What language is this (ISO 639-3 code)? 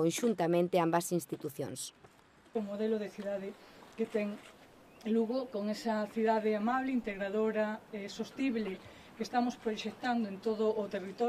glg